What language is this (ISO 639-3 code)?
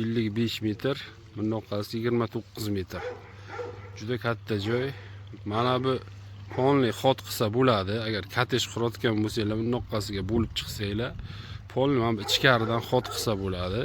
uzb